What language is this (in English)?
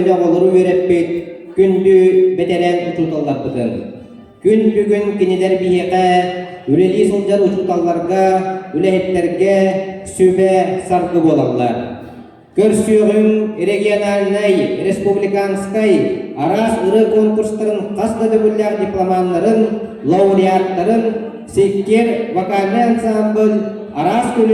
Yakut